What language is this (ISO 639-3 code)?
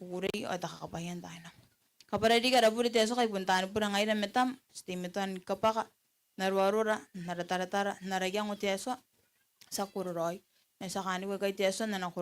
gil